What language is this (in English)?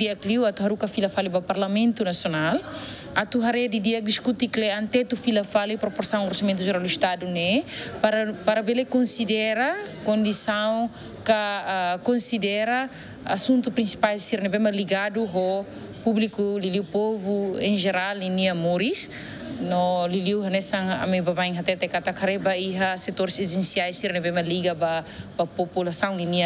Tetum